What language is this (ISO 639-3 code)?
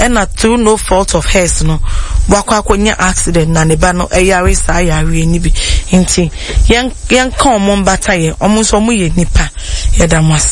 aka